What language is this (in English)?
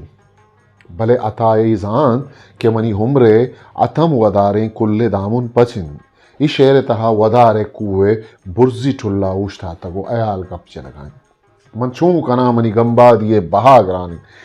Eastern Balochi